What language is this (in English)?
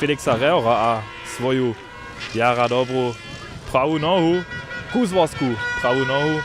Upper Sorbian